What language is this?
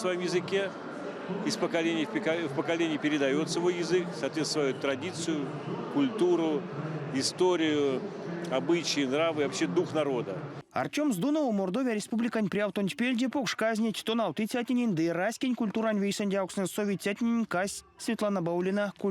Erzya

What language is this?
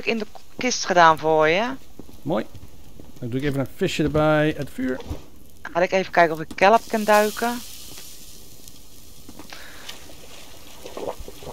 Dutch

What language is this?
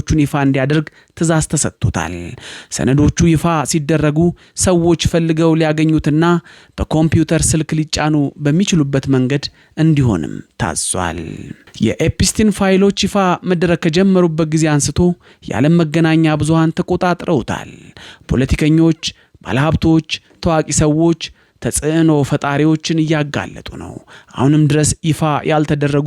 Amharic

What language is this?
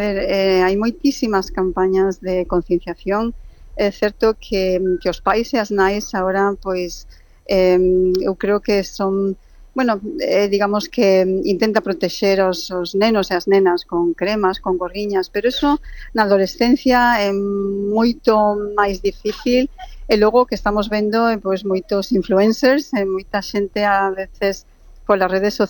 Galician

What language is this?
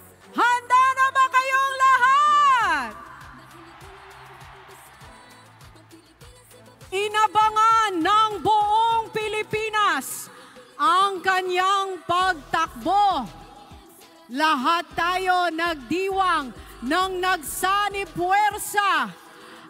Filipino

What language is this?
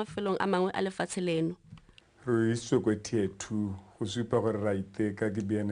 Tswana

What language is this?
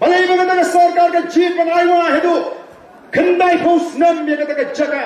Khasi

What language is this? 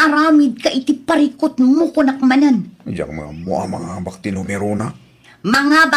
Iloko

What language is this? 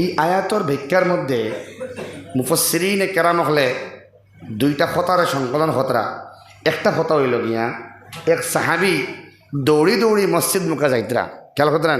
Sylheti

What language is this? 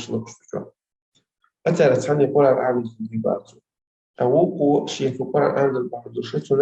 Chechen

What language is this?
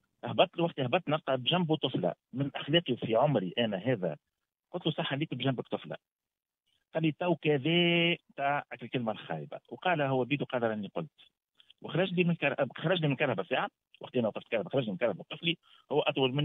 Tunisian Arabic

